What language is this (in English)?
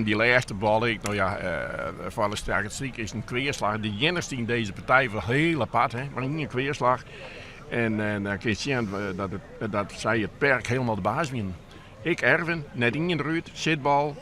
Western Frisian